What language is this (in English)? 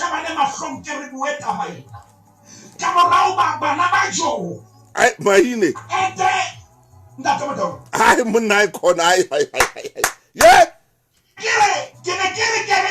Southern Sotho